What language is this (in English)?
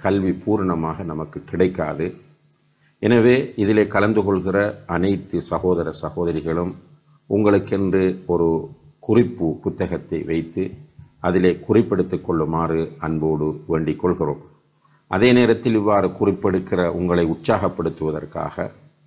Tamil